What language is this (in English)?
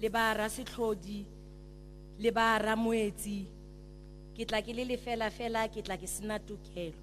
Tswana